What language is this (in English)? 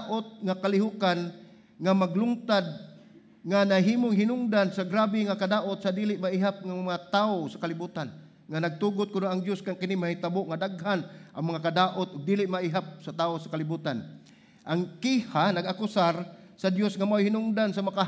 Cebuano